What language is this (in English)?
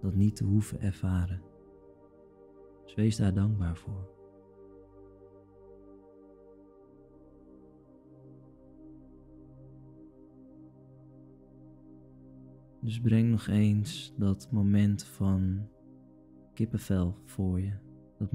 Dutch